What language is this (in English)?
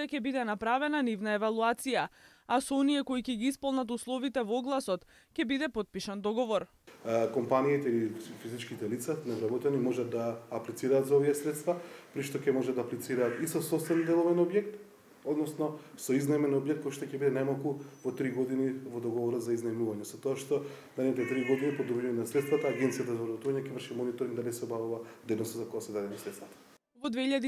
Macedonian